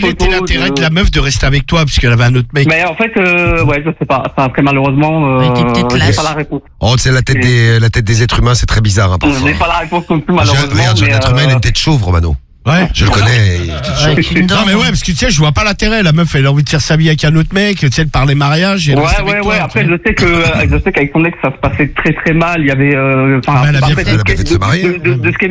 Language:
French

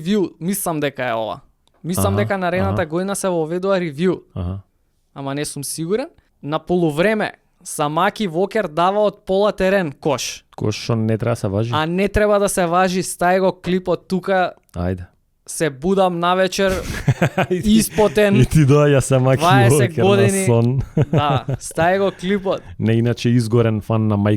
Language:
Macedonian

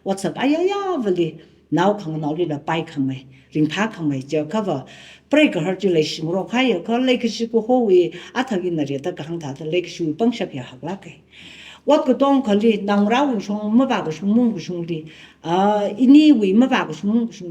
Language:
Tangkhul Naga (India)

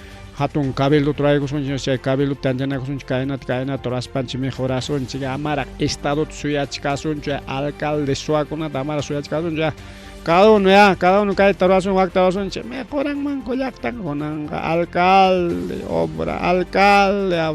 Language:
Ayacucho Quechua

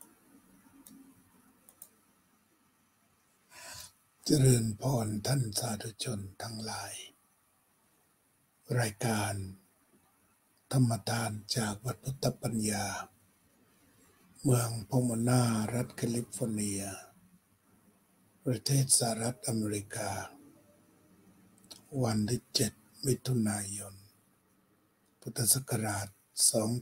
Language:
Thai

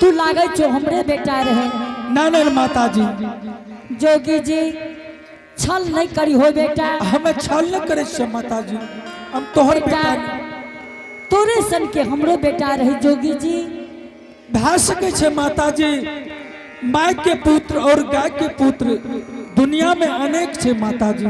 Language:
Angika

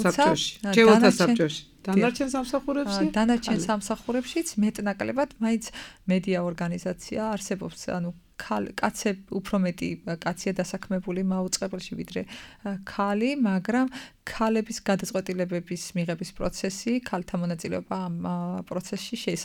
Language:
Georgian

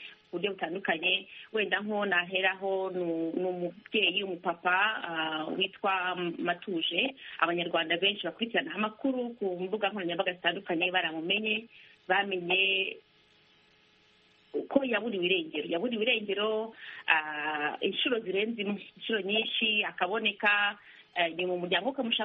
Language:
Kinyarwanda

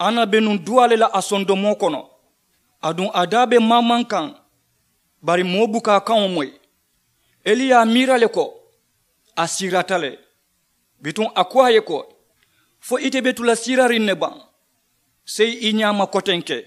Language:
Mandingo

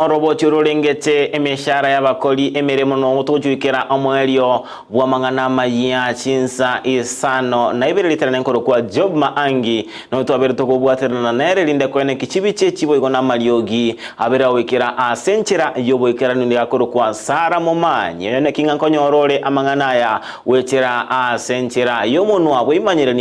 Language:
Gusii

